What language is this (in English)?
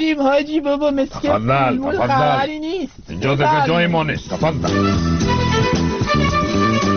Persian